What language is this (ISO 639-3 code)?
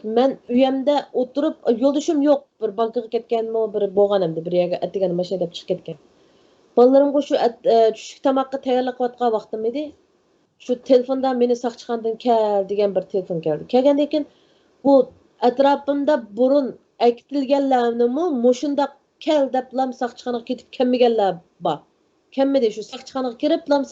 uig